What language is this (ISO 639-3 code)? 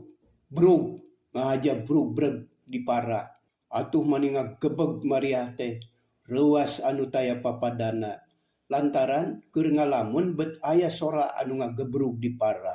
sun